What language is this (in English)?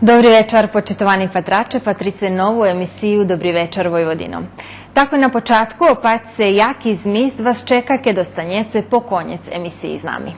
Rusyn